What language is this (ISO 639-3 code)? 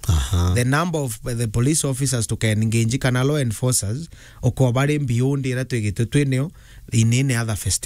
mer